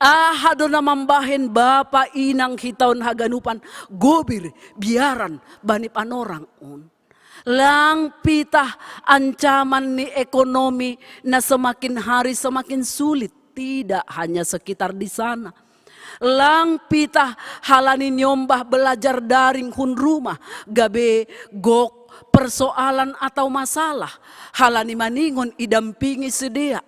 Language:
Batak Simalungun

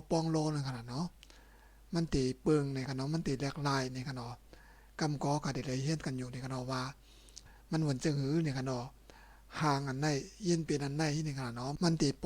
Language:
Shan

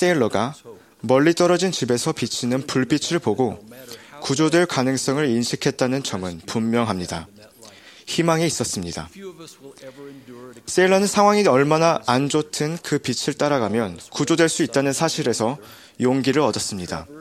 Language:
Korean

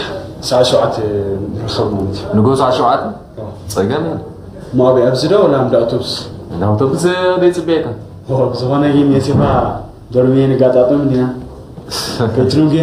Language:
Tigrinya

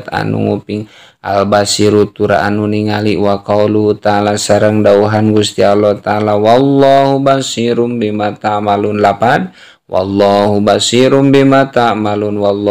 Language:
Sundanese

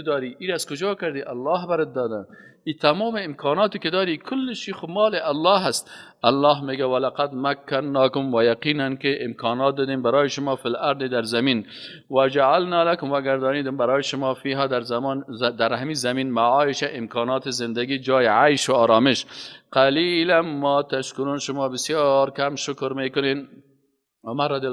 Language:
Persian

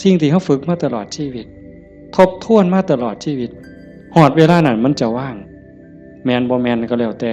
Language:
Northeastern Thai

